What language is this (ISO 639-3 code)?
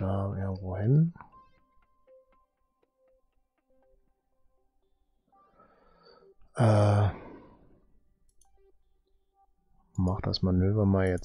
deu